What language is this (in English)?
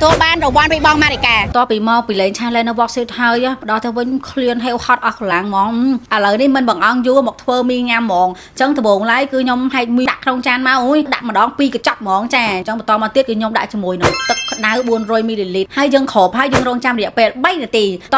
Khmer